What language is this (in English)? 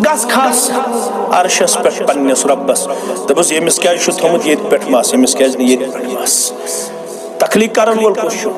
Kashmiri